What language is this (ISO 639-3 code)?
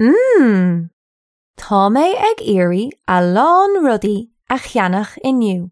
gle